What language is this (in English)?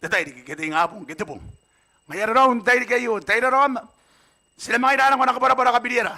Gilbertese